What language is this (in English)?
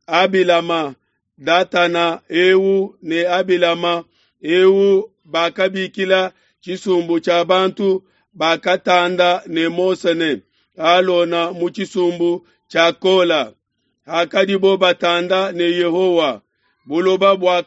Luba-Lulua